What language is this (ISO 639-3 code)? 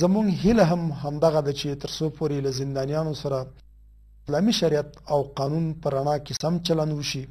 pus